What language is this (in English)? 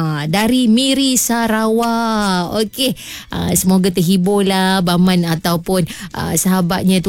Malay